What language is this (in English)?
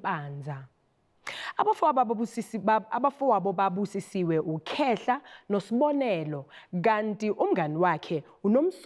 Zulu